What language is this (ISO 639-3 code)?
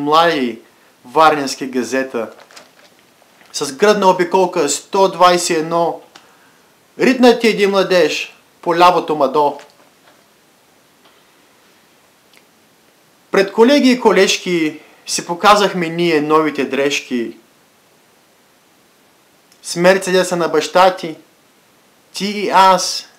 bul